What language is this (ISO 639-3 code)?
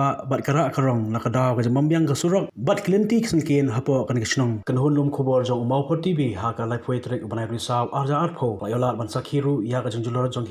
kha